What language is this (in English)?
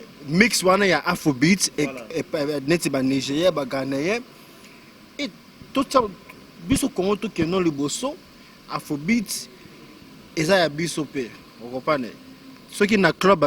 Lingala